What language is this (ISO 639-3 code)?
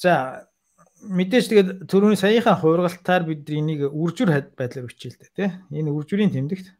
mon